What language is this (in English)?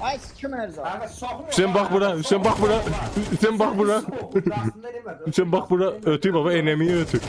South Azerbaijani